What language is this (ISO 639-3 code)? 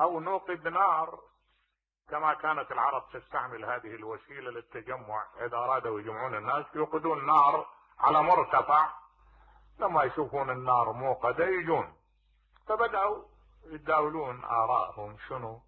acm